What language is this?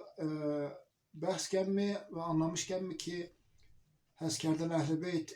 Zaza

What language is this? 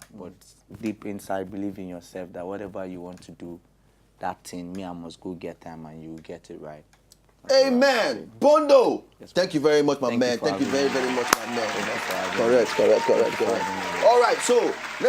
Nigerian Pidgin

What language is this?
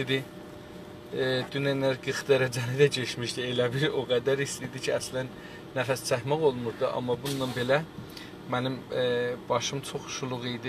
South Azerbaijani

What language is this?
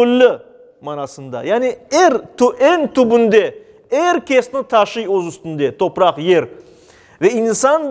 Crimean Tatar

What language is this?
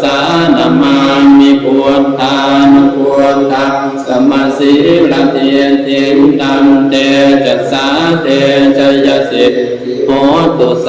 Pali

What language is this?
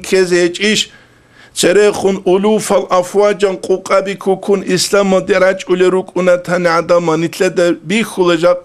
Avaric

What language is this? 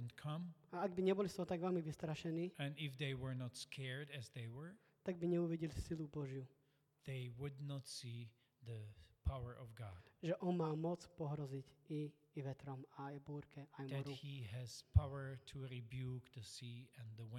Slovak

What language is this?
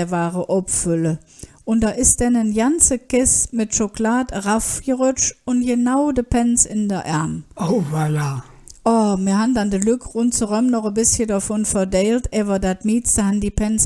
Colognian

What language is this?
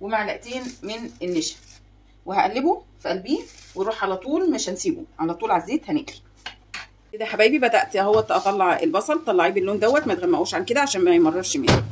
Egyptian Arabic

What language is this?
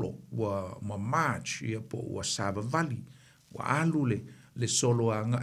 Samoan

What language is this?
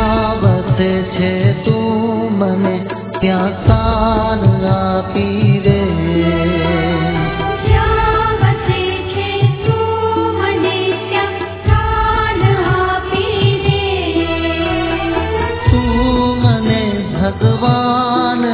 Gujarati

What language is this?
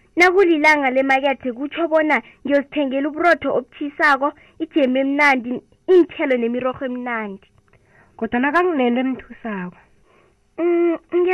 South Ndebele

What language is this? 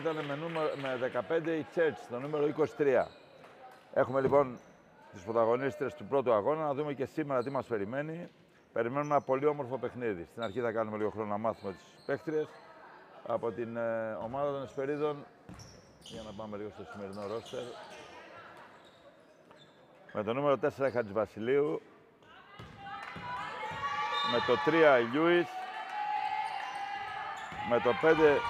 Greek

